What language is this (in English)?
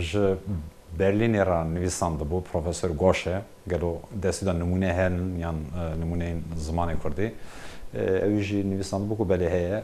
Kurdish